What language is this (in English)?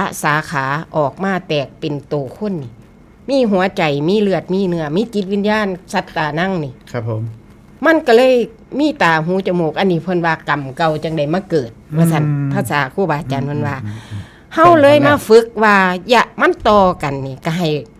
Northeastern Thai